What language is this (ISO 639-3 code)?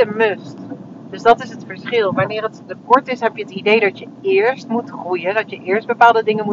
nld